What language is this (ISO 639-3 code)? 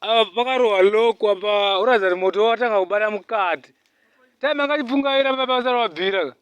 sna